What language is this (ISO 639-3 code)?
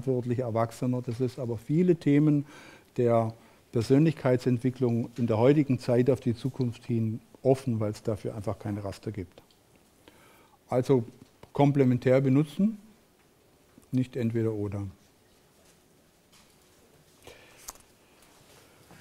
deu